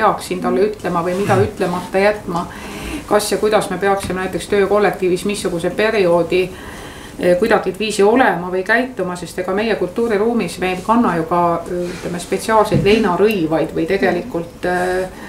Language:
Estonian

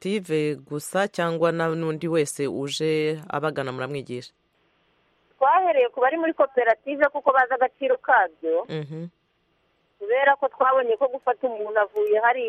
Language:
Kinyarwanda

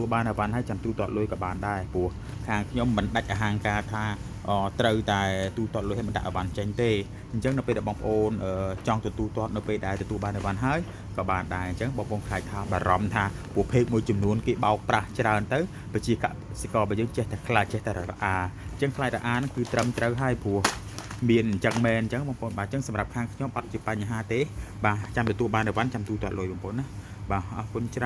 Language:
Khmer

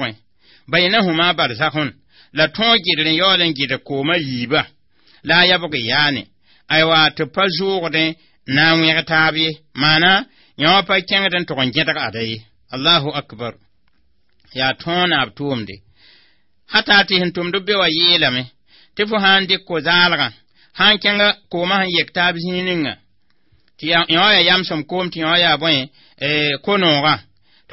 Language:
Mossi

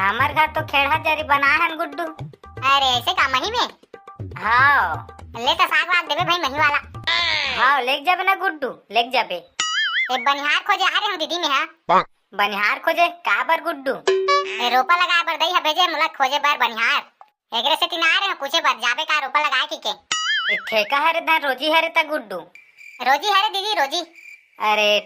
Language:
Chhattisgarhi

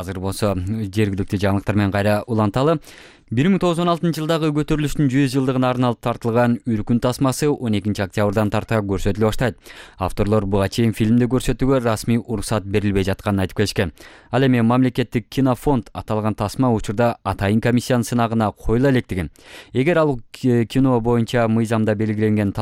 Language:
Kyrgyz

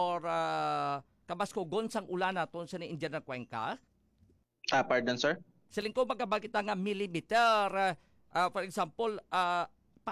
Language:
Hiligaynon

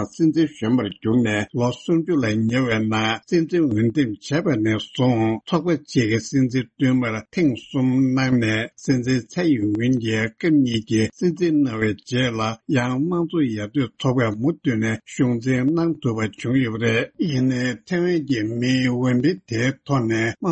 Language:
Tibetan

